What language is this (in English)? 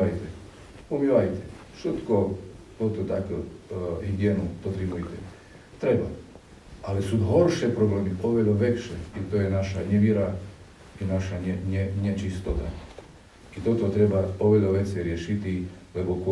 Slovak